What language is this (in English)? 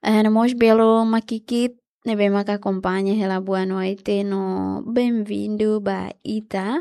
Tetum